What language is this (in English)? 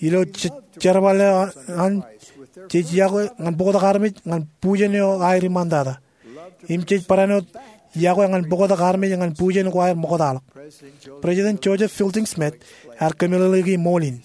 Marshallese